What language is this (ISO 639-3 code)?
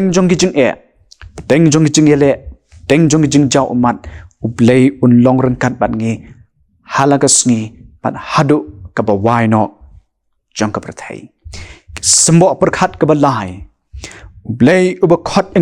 kha